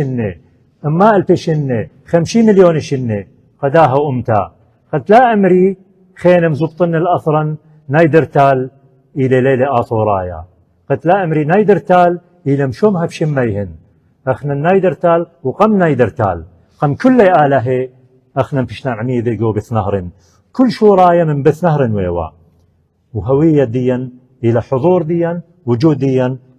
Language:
Assyrian Neo-Aramaic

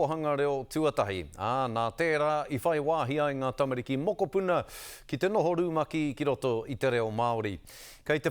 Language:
Māori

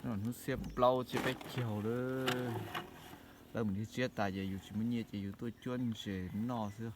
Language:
Hmong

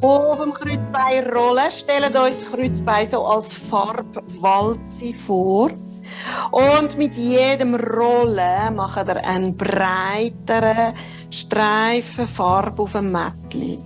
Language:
Swiss German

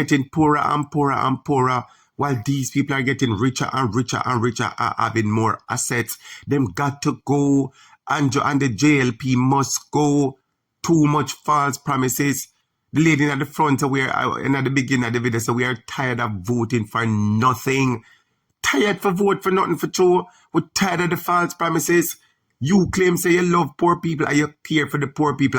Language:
Jamaican Creole English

